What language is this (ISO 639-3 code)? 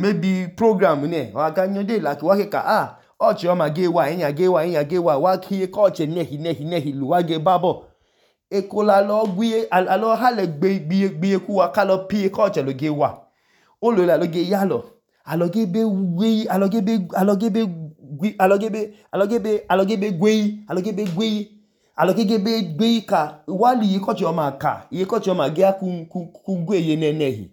idu